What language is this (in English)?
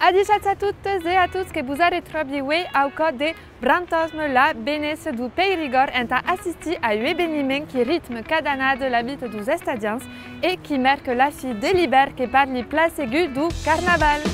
Occitan